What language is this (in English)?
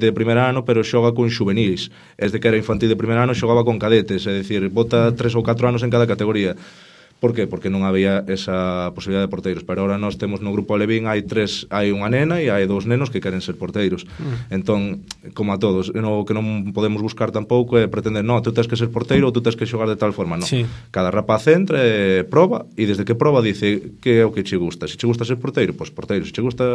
Galician